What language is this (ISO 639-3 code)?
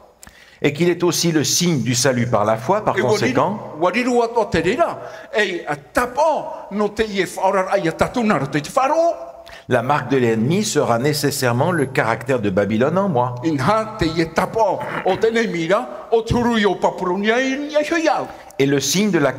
tah